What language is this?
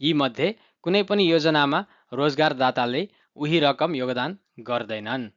Nepali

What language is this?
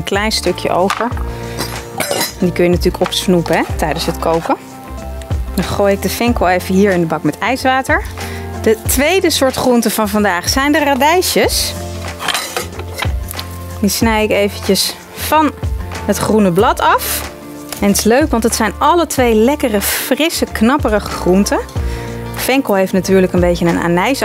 Dutch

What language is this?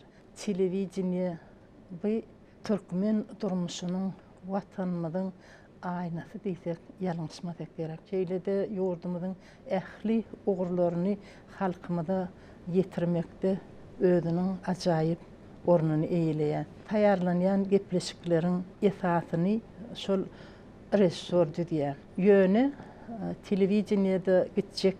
Turkmen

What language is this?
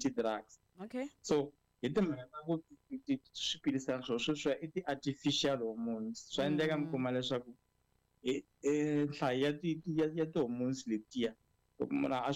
Tsonga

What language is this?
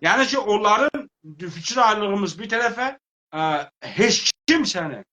South Azerbaijani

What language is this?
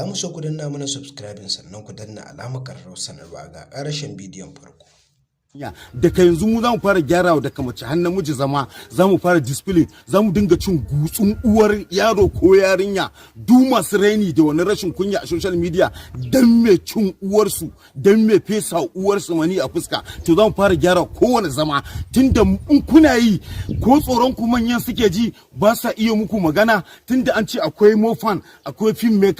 Hausa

